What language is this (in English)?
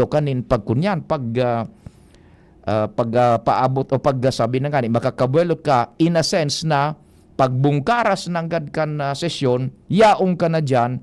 Bikol